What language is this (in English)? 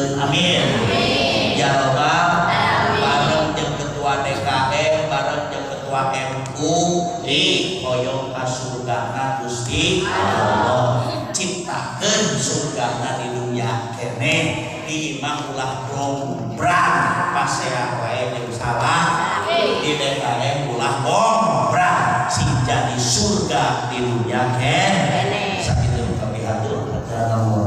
Sundanese